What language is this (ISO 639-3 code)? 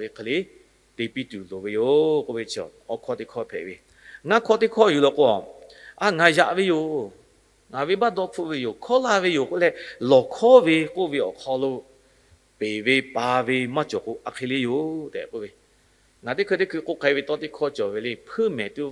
lhu